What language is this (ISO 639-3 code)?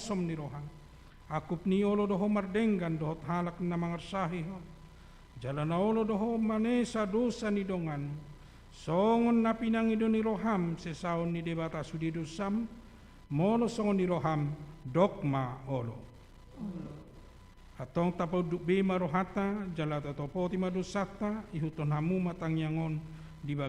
bbc